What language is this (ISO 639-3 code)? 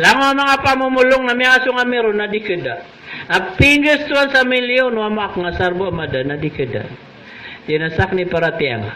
mrw